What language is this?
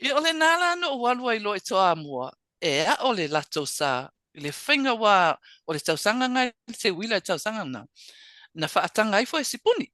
Samoan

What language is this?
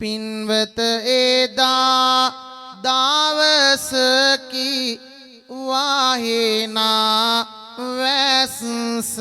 Sinhala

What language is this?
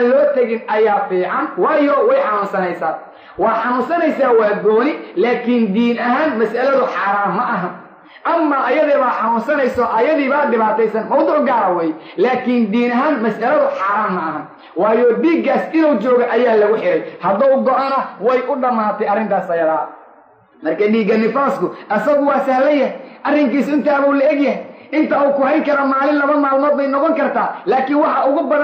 Somali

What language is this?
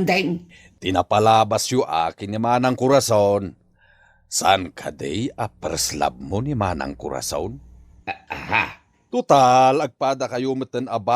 Iloko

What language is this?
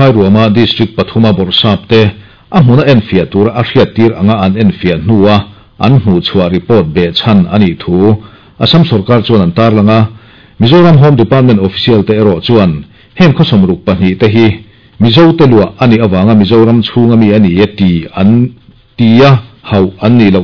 Mizo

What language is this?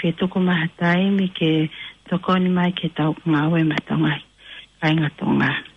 Tongan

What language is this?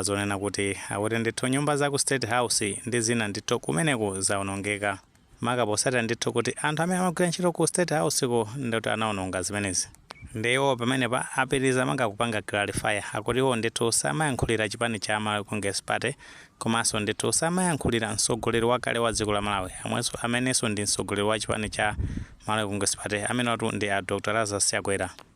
Nyanja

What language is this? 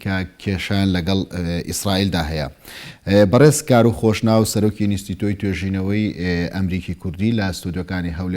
Central Kurdish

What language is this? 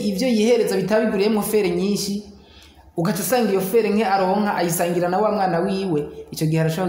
Rundi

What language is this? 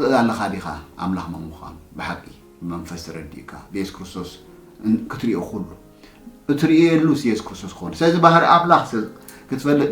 Tigrinya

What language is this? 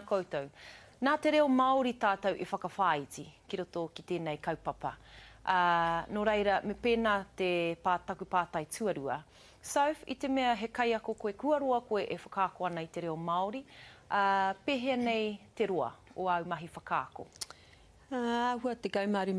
Māori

